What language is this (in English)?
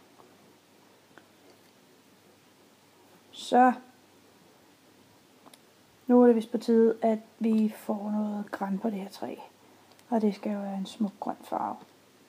Danish